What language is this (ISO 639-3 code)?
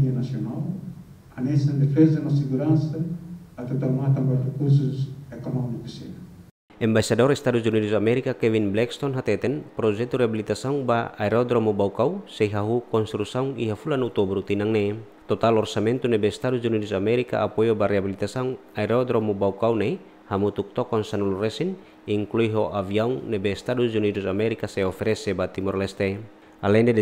tet